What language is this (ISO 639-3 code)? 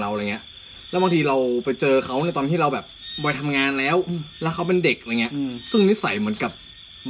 tha